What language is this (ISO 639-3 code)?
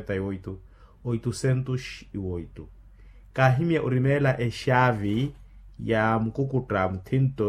vmw